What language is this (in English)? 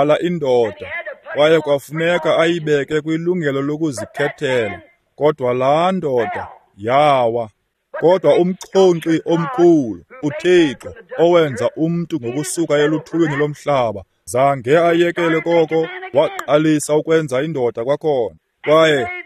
Xhosa